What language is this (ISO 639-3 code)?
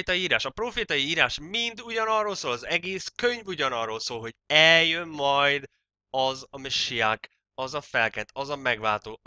hun